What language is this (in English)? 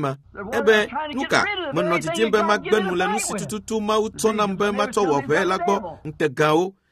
Ewe